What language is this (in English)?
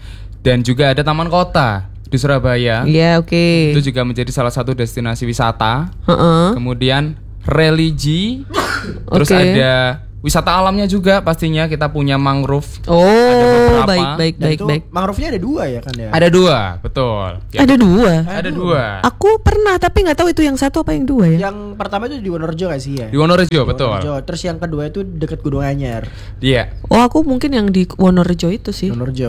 Indonesian